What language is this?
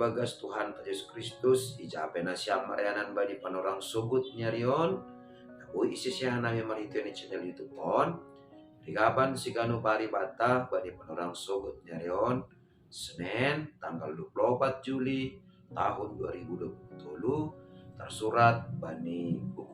Batak Simalungun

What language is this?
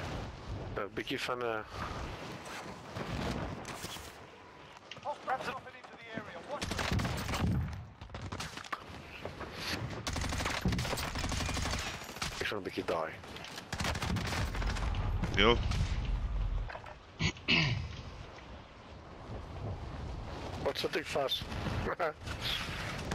Afrikaans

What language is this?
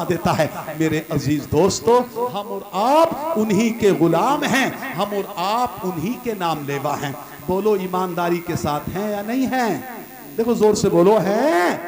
Urdu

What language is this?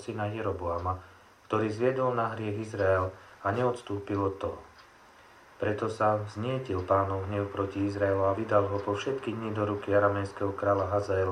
Slovak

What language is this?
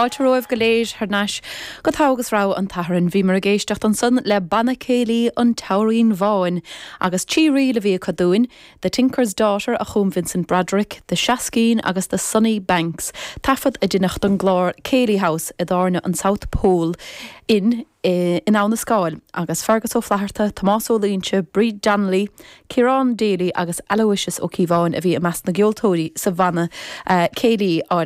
Irish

